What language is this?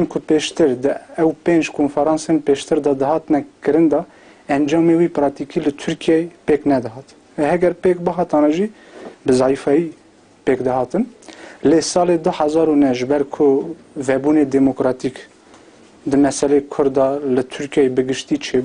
Kurdish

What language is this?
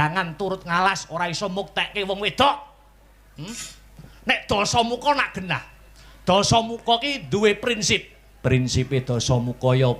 Javanese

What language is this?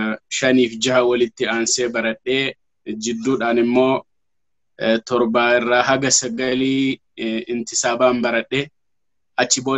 Oromo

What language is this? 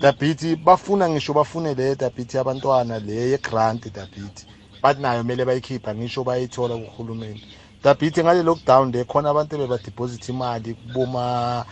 South Ndebele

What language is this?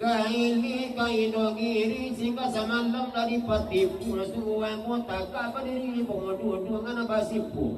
Minangkabau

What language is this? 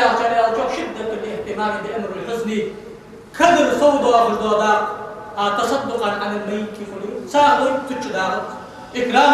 Ingush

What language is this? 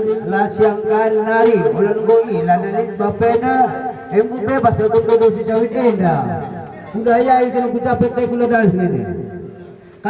Batak Karo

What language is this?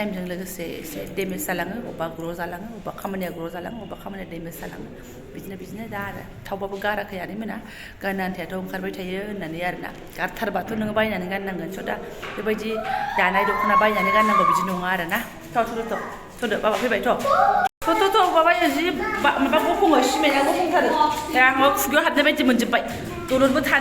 Bodo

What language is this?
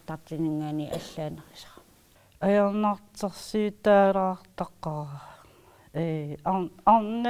Kalaallisut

